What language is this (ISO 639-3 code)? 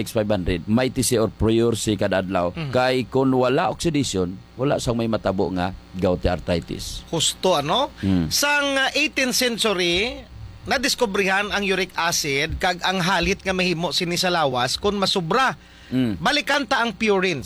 hil